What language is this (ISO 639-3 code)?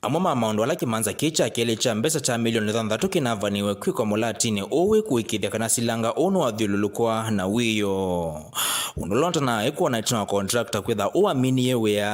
kam